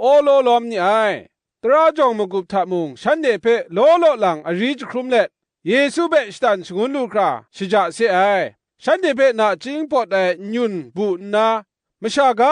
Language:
Kachin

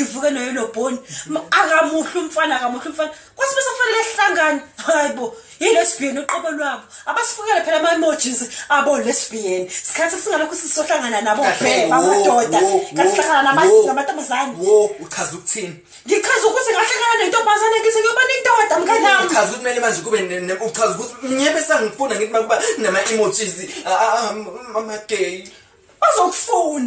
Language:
Zulu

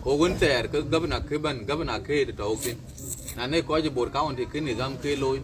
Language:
Dinka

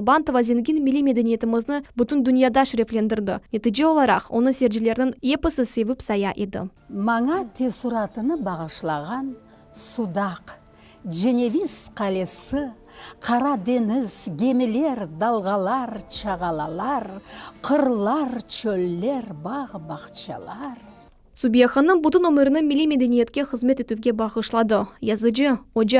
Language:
Crimean Tatar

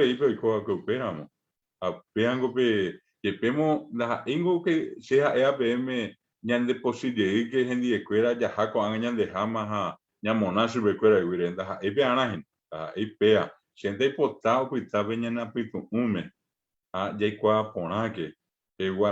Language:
Guarani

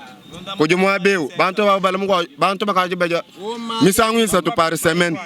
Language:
Luba-Lulua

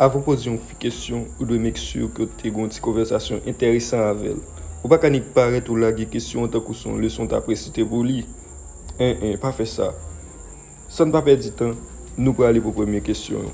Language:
Haitian Creole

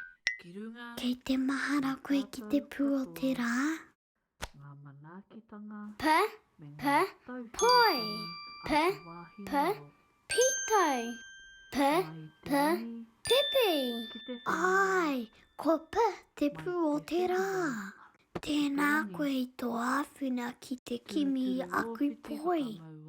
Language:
Māori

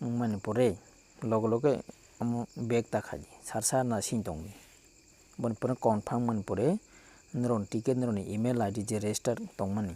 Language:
Kok Borok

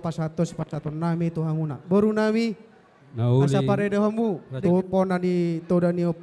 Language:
Batak Toba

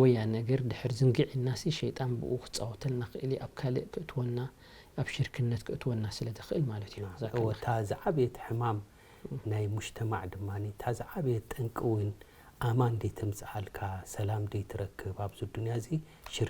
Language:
Tigrinya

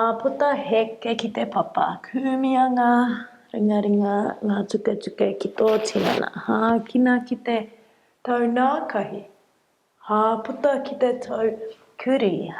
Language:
Māori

